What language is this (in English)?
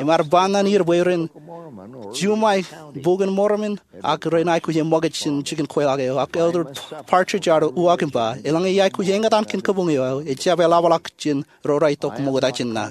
Marshallese